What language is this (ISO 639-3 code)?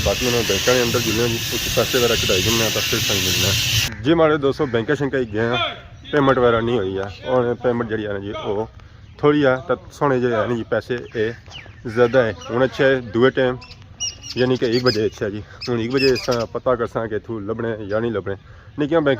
phr